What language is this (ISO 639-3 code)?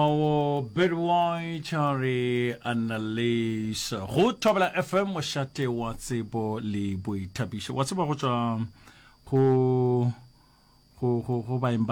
nso